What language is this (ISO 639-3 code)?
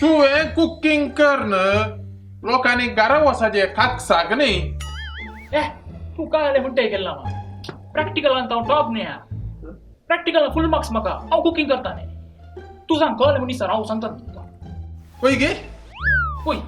kok